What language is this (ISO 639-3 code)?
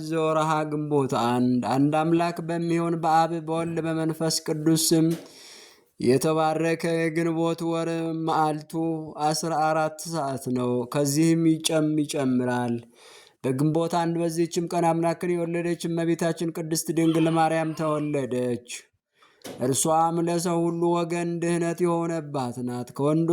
amh